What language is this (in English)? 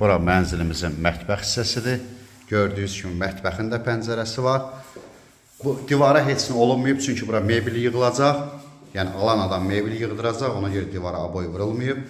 Azerbaijani